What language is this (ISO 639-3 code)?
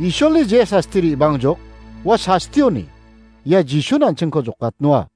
grt